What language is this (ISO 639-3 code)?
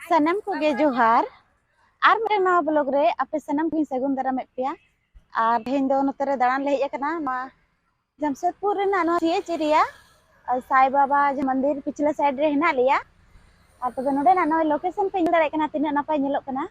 sat